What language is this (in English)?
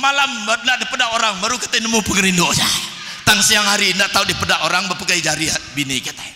Iban